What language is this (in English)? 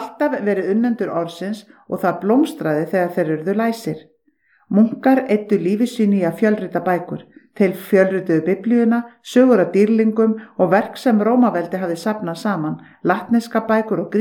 Icelandic